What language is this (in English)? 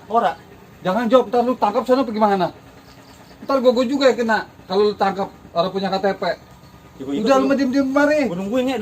Betawi